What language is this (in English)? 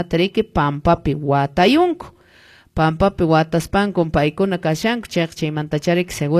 Quechua